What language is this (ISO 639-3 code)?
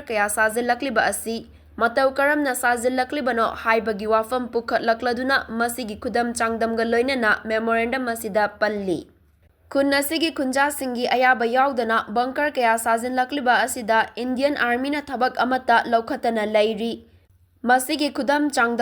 mni